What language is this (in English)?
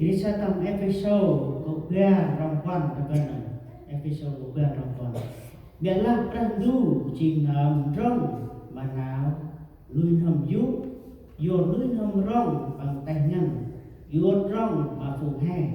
Central Mnong